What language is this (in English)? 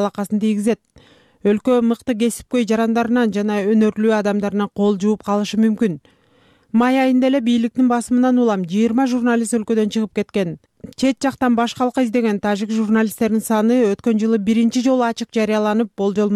Kyrgyz